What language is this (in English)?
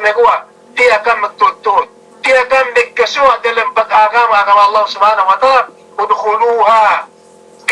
Yakan